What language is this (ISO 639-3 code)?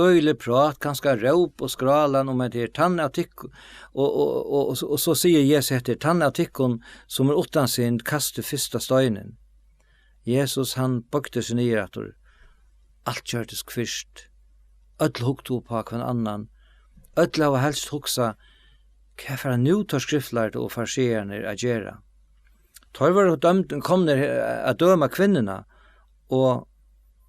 fao